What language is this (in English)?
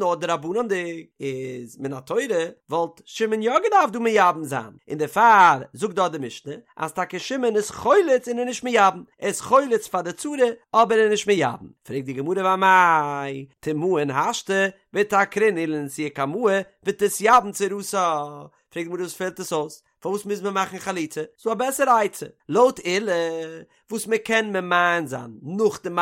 Yiddish